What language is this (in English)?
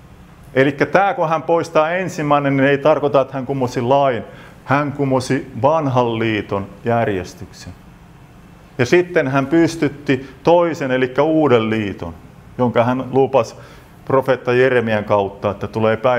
Finnish